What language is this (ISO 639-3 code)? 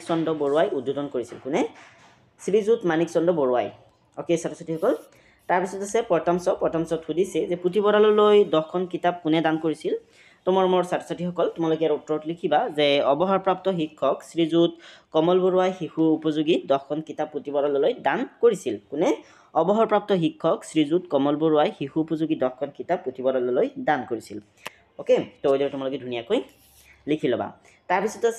asm